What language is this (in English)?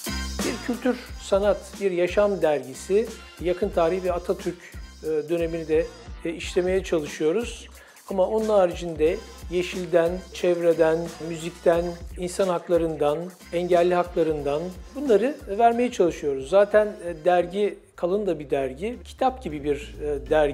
Turkish